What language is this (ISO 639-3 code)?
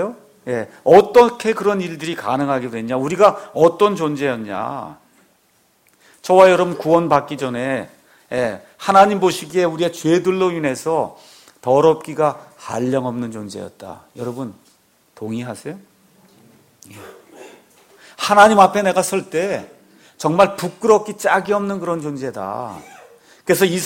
kor